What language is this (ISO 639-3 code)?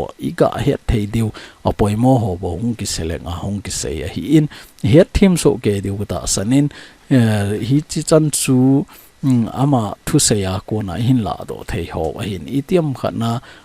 tcz